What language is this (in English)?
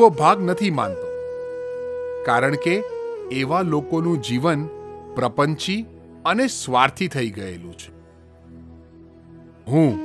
Gujarati